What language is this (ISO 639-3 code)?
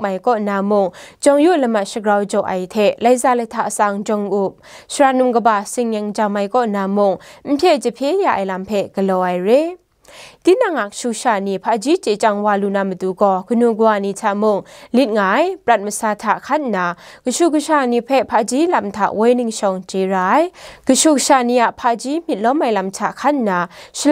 kac